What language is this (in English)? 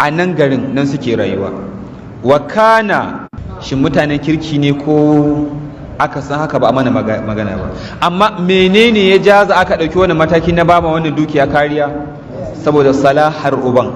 Hausa